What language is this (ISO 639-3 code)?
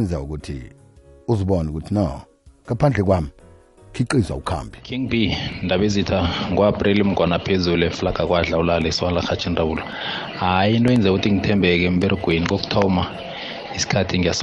nbl